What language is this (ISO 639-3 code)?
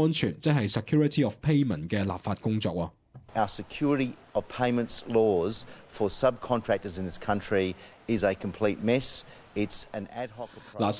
yue